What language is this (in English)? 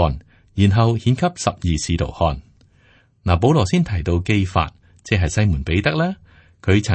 Cantonese